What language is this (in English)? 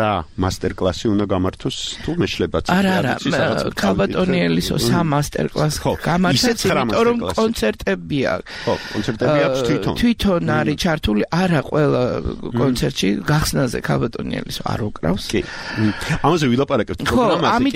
Georgian